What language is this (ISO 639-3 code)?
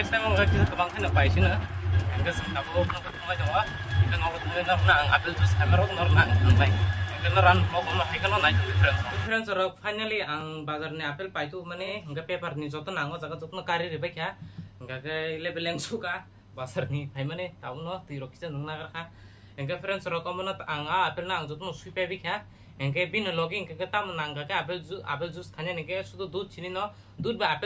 trp